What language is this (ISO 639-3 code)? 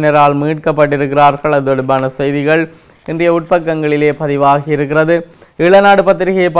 tam